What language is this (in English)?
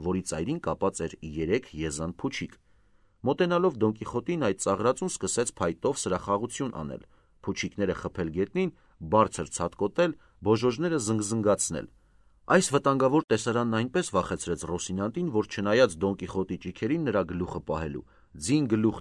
Armenian